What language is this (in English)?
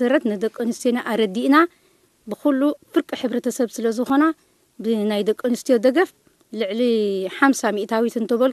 Tigrinya